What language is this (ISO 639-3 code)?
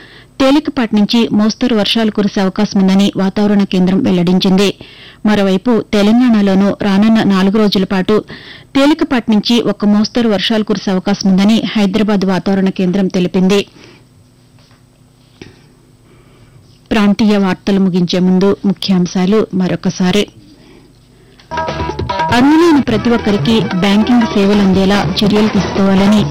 tel